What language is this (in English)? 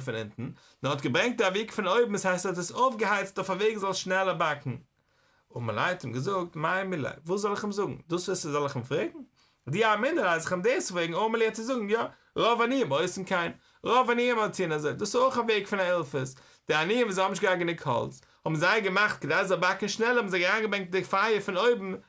Yiddish